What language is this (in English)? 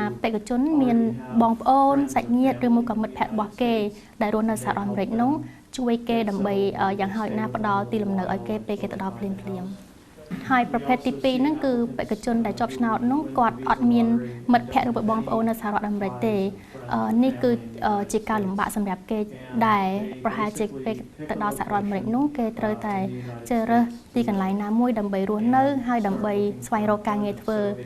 Khmer